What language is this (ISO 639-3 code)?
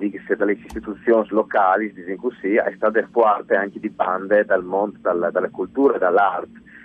fur